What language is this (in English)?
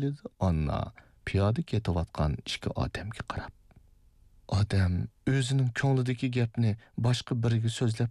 Uyghur